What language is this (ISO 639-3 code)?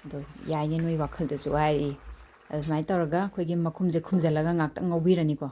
mni